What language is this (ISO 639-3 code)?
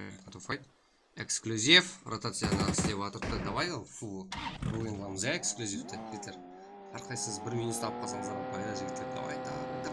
kaa